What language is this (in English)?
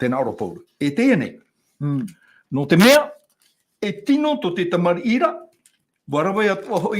Tahitian